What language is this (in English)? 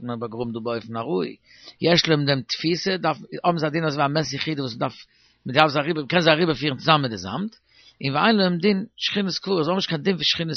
Yiddish